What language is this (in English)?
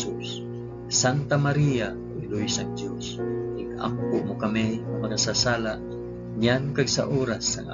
Hiligaynon